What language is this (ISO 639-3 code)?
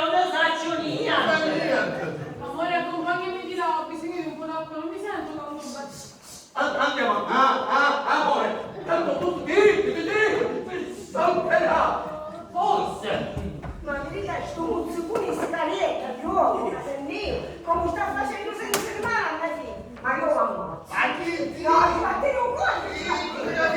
scn